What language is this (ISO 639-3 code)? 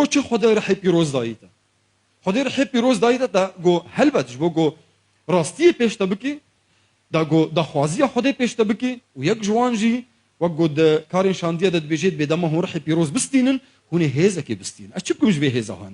kur